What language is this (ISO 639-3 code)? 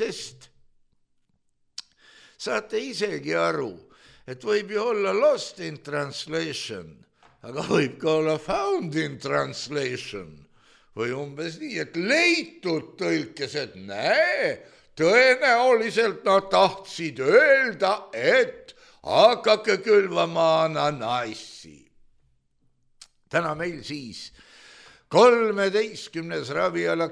est